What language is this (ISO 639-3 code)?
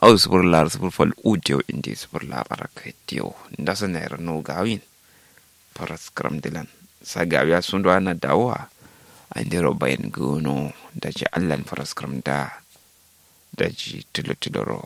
kau